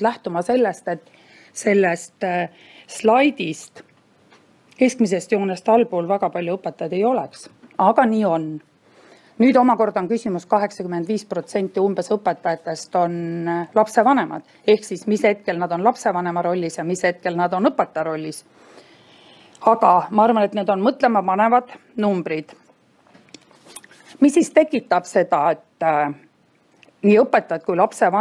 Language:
Estonian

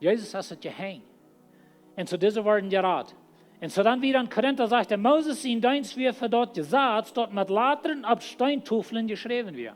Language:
Plautdietsch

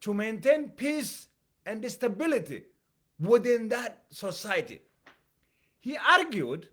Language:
English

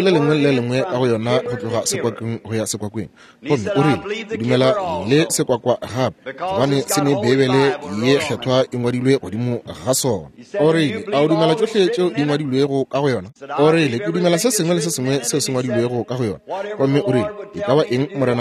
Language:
Northern Sotho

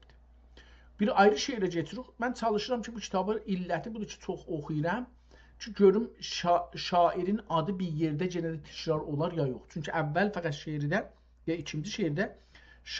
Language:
South Azerbaijani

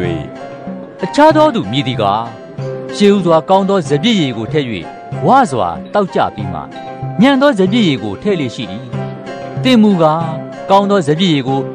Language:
Burmese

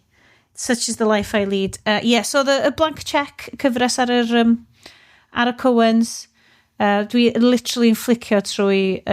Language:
Welsh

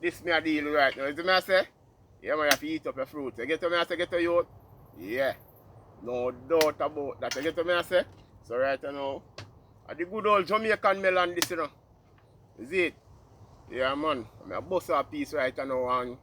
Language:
Jamaican Creole English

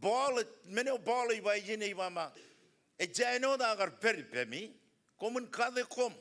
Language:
Marshallese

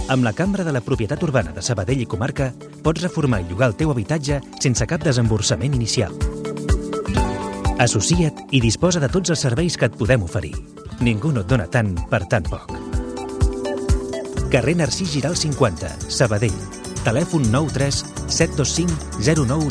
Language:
Catalan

